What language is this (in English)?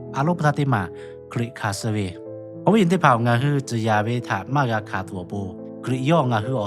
Lahu